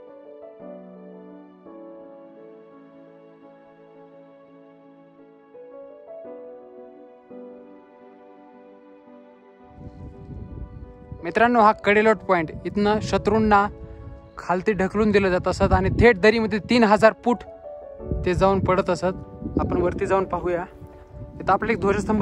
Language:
Marathi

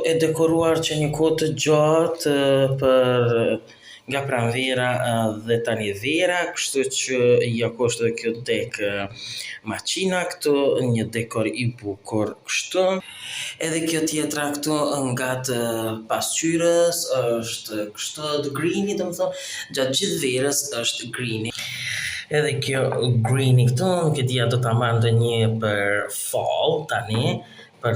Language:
Albanian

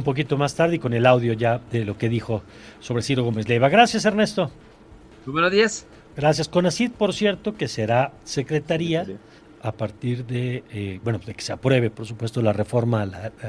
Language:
Spanish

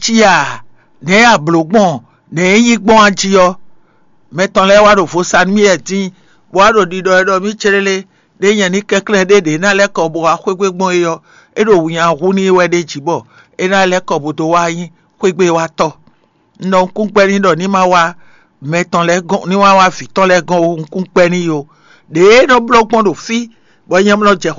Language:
Fon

